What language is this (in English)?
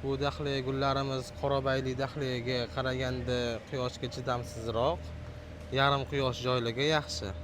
Uzbek